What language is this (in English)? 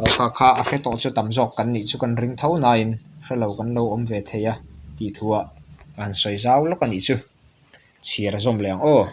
Mizo